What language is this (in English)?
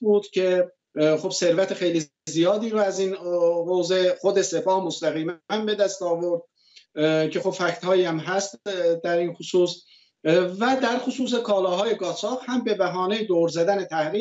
Persian